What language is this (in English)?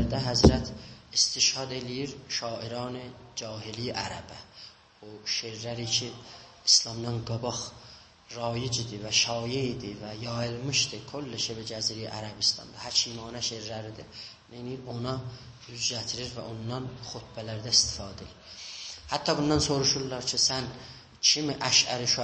South Azerbaijani